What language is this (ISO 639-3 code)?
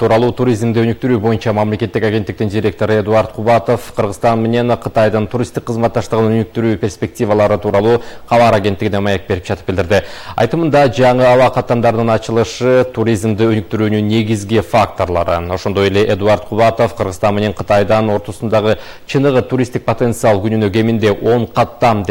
kir